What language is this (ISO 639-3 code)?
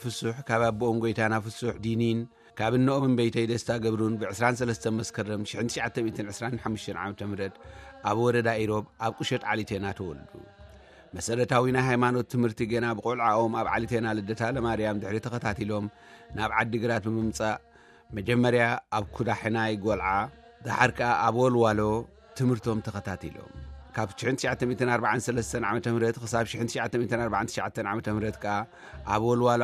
tir